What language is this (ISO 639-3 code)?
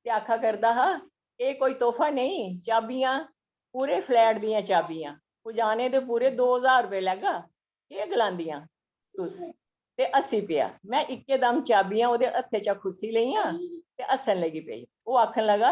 doi